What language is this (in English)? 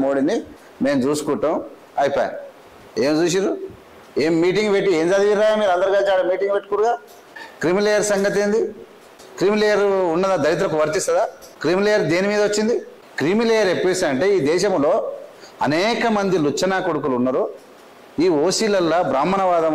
Telugu